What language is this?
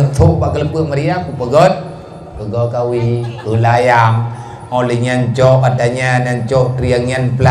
Achinese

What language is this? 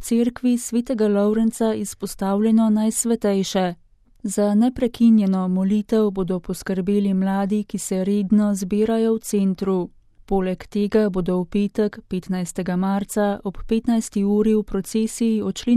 Slovenian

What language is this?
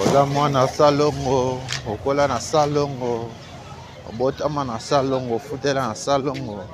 Lingala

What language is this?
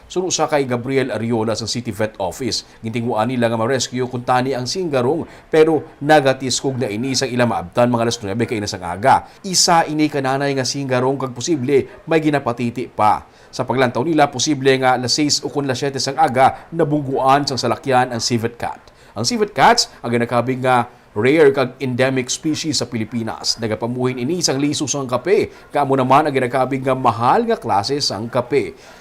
Hiligaynon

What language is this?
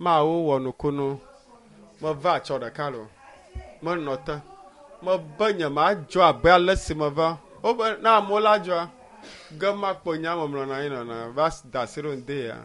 Ewe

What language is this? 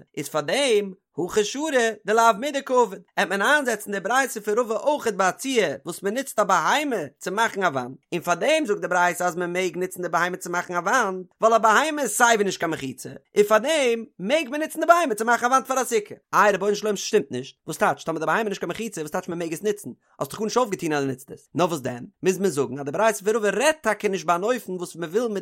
Yiddish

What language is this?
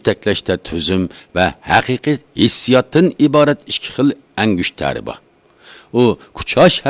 Uyghur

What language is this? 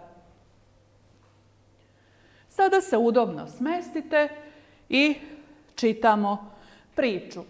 Serbian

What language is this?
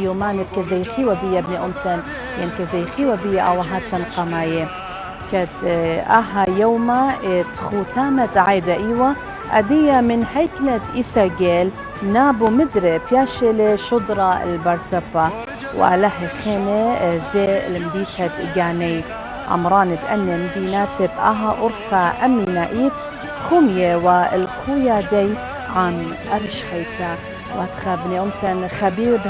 Assyrian Neo-Aramaic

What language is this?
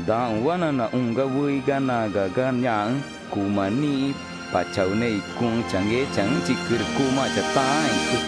Ticuna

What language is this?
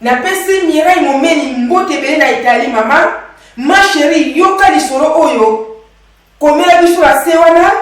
Lingala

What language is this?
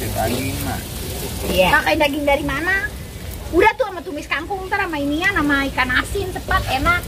Betawi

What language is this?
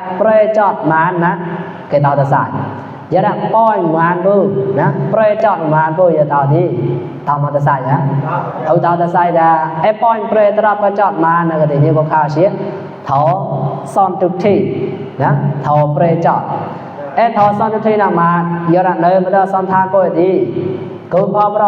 Mon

